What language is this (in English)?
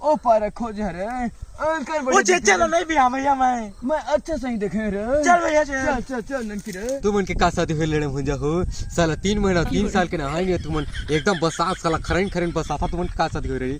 Chhattisgarhi